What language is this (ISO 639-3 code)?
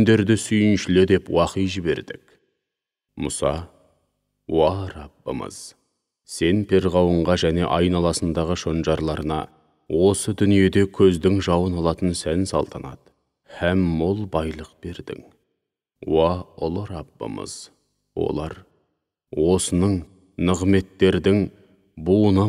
kaz